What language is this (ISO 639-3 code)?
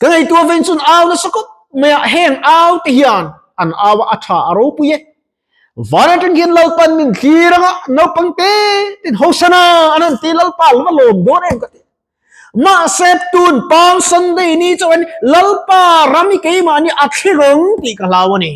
lus